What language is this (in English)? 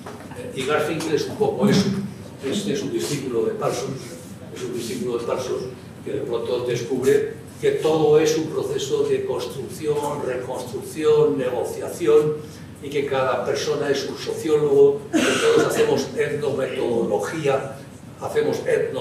Spanish